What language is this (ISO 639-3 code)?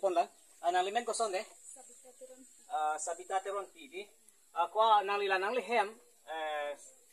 mjw